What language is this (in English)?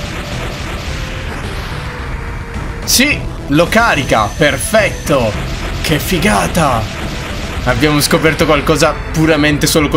Italian